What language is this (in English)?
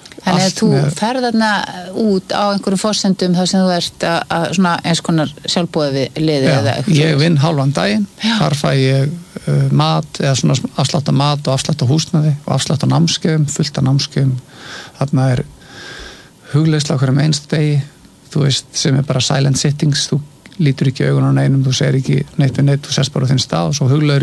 Icelandic